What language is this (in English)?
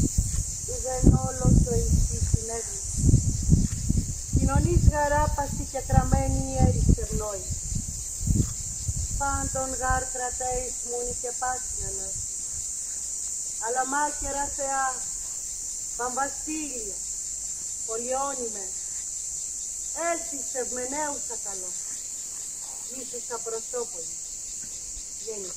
Greek